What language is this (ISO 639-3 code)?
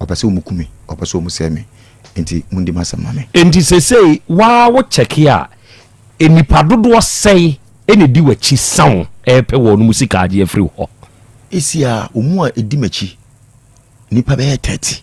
aka